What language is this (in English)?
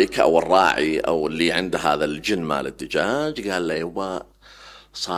Mesopotamian Arabic